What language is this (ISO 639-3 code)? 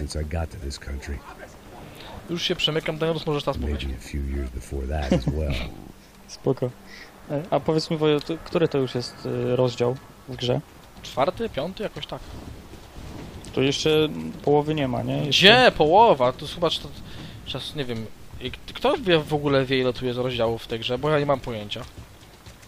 pol